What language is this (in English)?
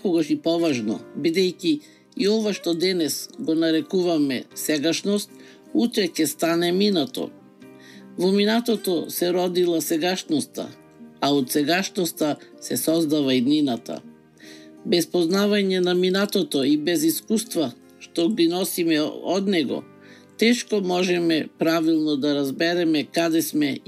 Macedonian